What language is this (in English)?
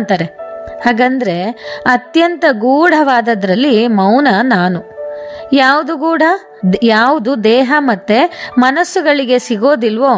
Kannada